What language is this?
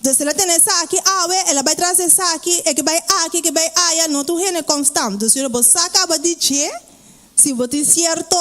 Papiamento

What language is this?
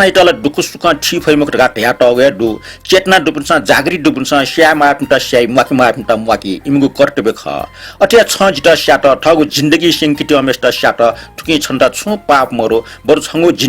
Newari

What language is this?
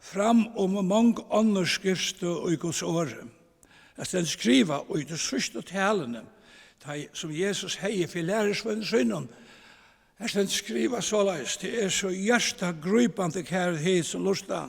Faroese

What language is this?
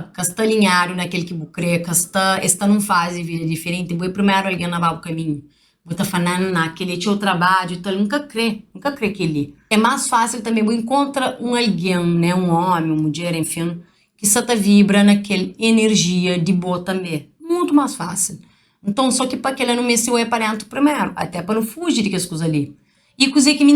Kabuverdianu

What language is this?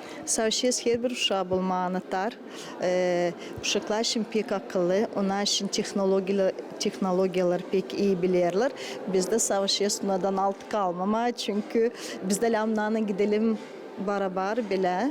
Gagauz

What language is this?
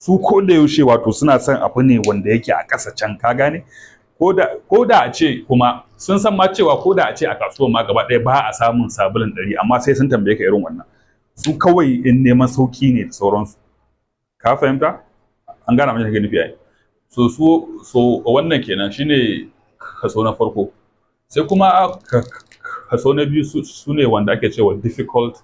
Hausa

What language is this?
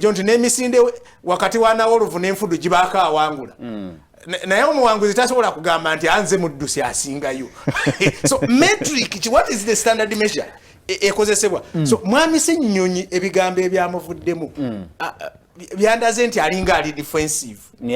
Ganda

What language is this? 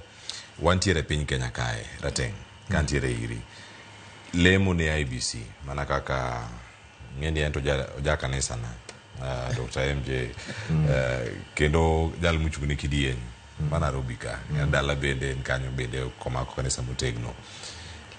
Luo (Kenya and Tanzania)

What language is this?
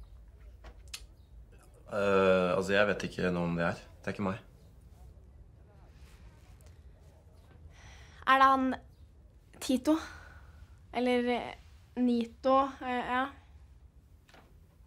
Norwegian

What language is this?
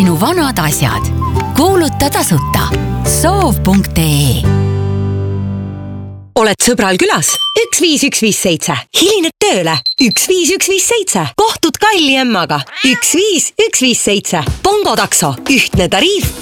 Estonian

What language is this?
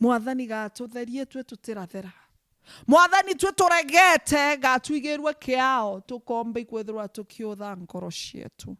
Meru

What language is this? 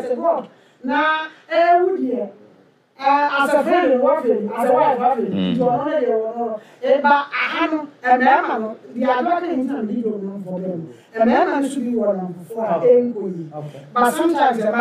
Akan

